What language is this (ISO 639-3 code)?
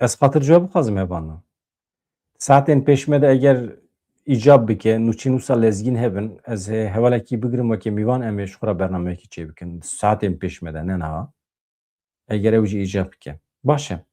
kur